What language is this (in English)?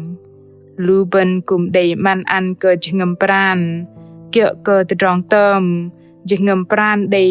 Bahnar